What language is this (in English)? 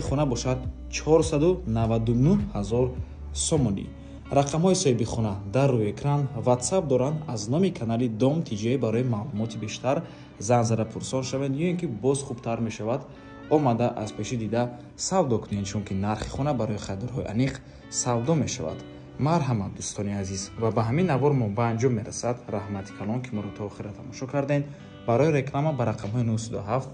Tajik